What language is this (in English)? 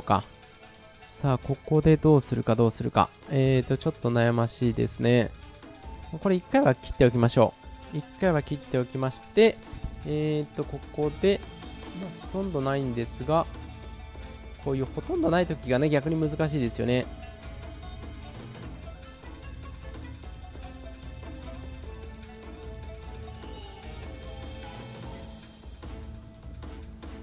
Japanese